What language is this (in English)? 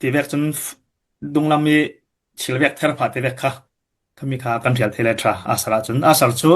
Falam Chin